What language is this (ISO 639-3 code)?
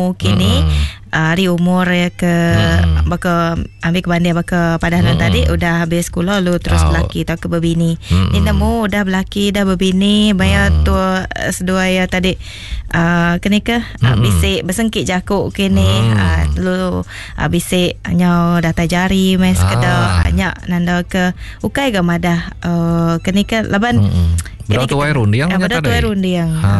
iba